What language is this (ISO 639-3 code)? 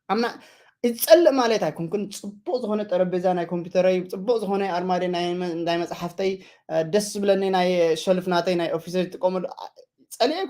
tir